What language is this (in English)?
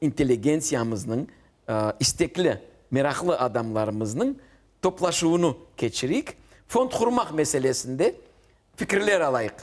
Crimean Tatar